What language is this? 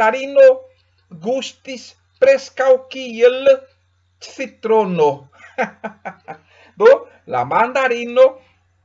Esperanto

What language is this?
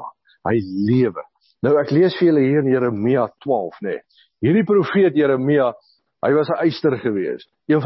Afrikaans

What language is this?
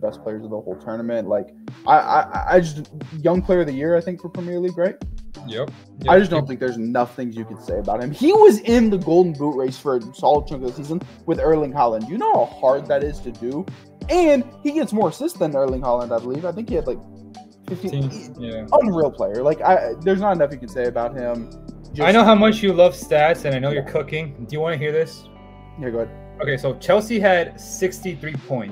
English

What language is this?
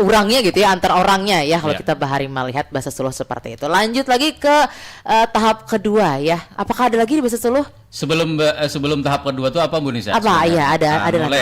Banjar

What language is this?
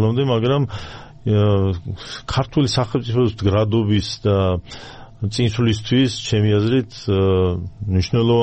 Georgian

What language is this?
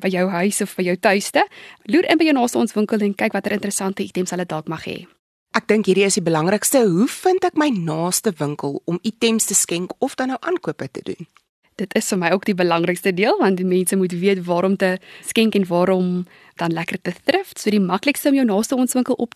Afrikaans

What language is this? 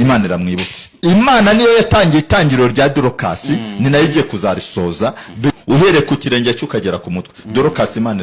Kinyarwanda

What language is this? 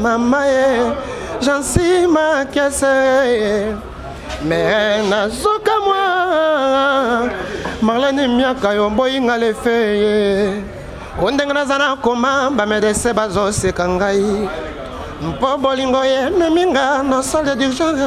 Lingala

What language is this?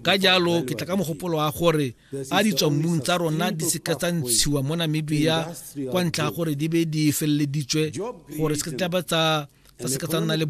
Tswana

